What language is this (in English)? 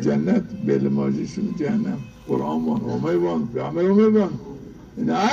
Zaza